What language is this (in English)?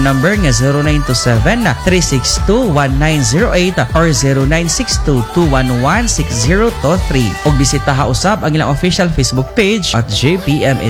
Cebuano